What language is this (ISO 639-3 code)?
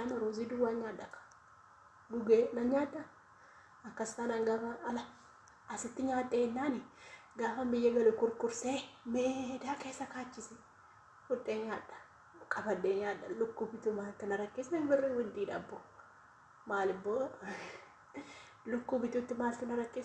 orm